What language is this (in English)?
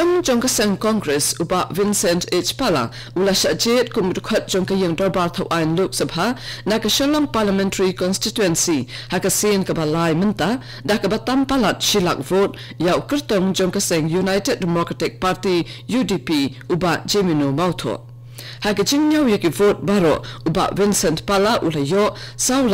Khasi